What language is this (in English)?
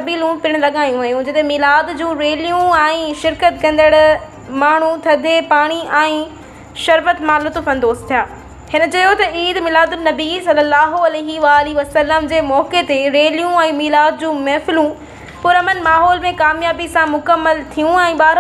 Sindhi